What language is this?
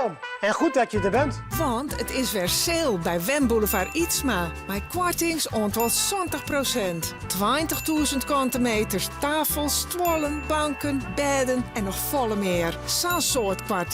Western Frisian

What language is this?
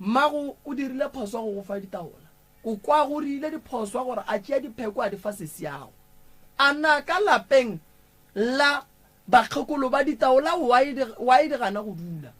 Northern Sotho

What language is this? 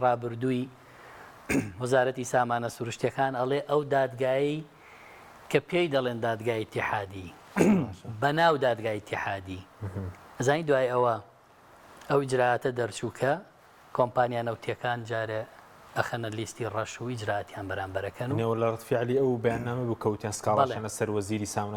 Central Kurdish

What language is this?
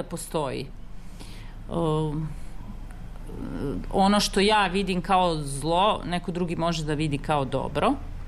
Serbian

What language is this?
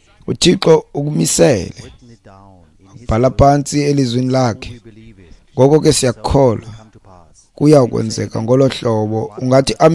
Xhosa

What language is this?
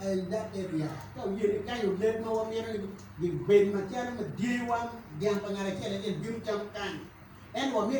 Acoli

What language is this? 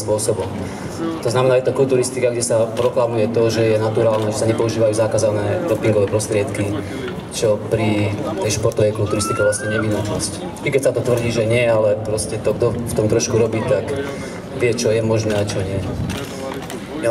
Slovak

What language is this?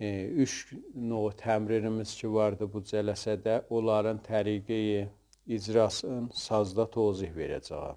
South Azerbaijani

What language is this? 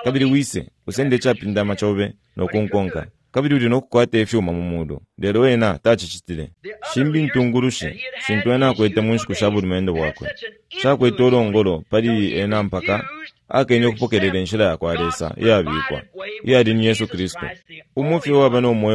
Bemba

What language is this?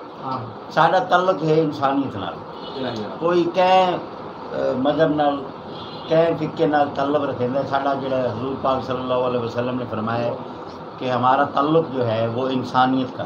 Saraiki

